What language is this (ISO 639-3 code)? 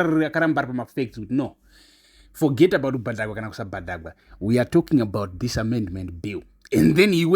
sna